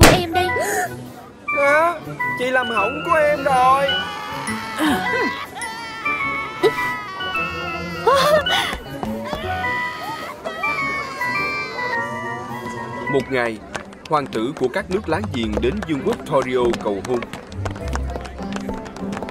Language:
Vietnamese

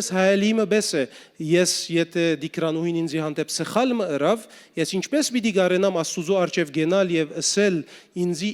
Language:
Western Armenian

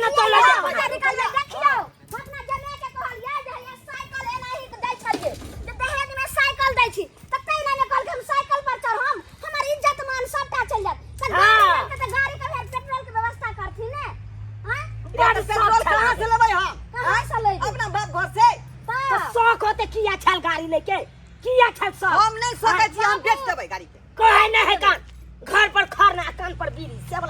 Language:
Maithili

